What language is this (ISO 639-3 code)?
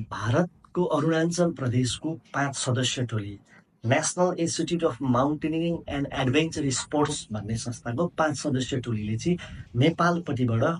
nep